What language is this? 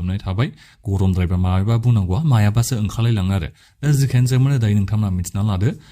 Bodo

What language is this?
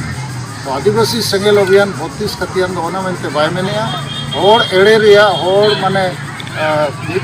Santali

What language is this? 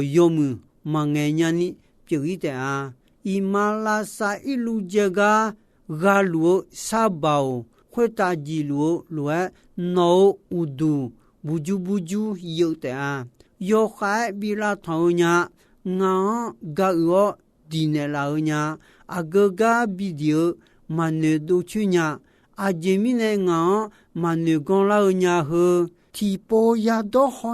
Akha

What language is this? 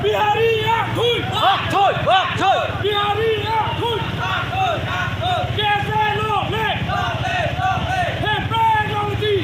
Karbi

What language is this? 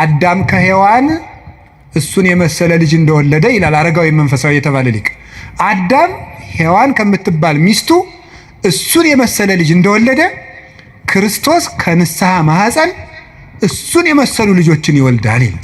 Amharic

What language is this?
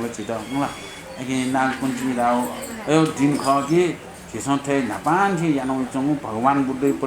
Newari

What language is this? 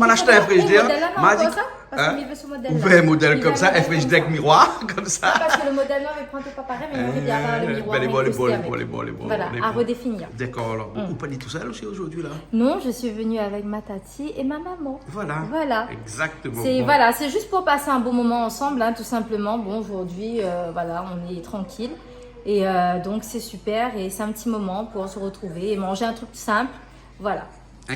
Réunion Creole French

